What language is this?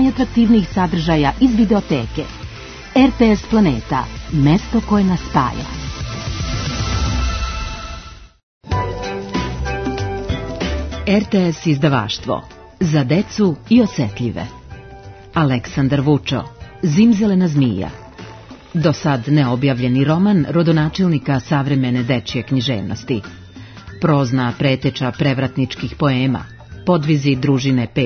Serbian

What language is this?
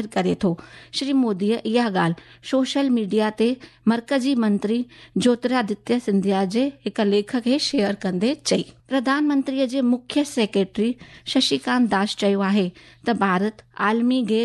Sindhi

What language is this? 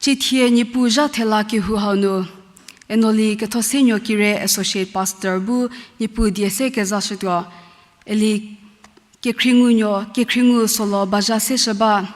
Angami Naga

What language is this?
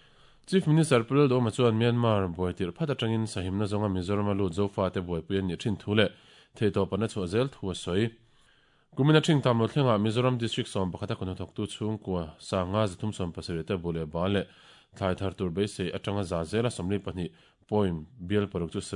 Mizo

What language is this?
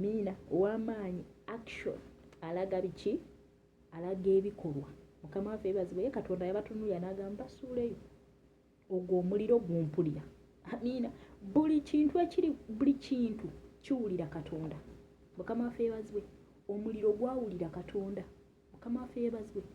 Ganda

